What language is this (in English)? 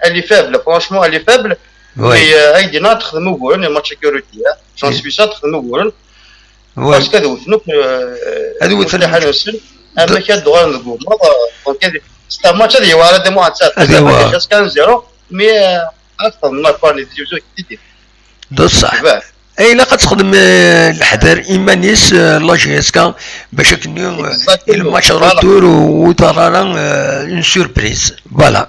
Kabyle